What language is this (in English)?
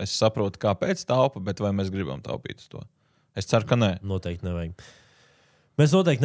Latvian